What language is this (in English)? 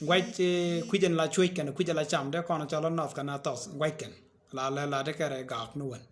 Nuer